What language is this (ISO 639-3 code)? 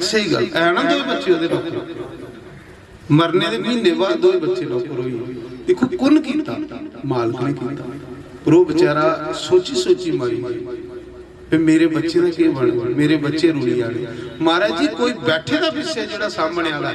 doi